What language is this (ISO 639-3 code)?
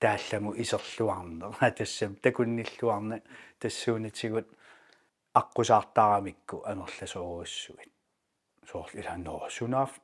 kal